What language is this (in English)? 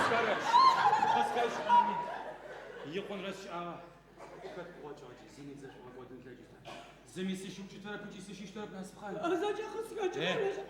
Adyghe